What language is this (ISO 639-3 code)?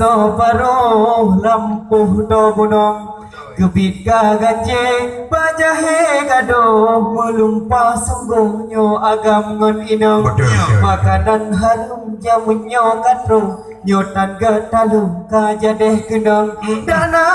ace